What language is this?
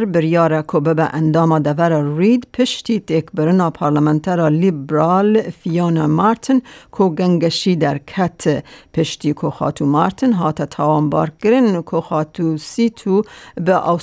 Kurdish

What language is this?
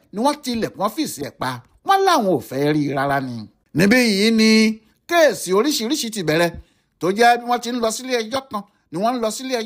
Yoruba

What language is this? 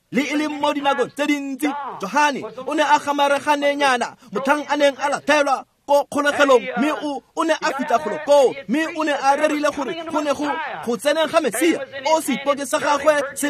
Tswana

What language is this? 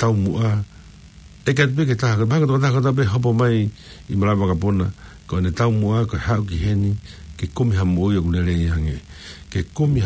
Tongan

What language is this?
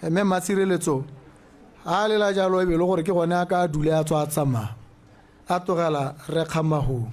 Tswana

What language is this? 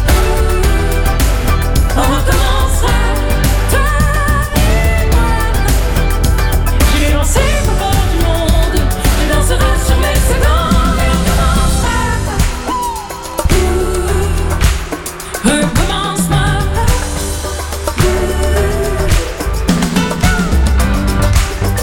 French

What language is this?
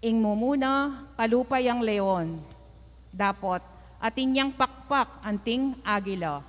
Pampanga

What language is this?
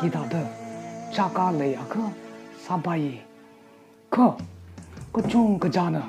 Tangkhul Naga (India)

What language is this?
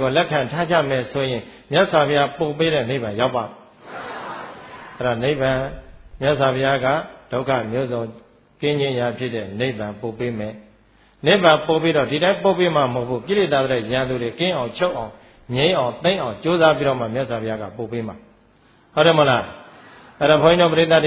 Burmese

